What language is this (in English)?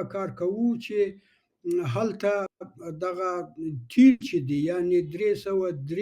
Pashto